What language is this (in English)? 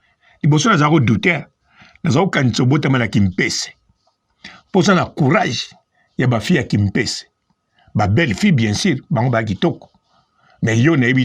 Lingala